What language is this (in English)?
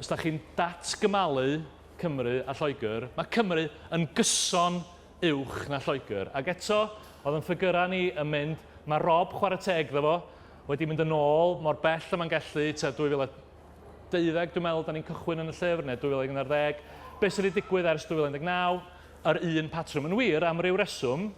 Welsh